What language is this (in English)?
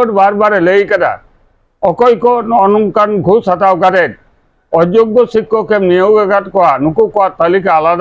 Santali